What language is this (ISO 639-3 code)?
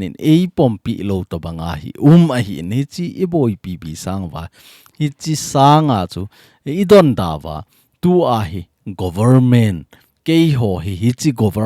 tcz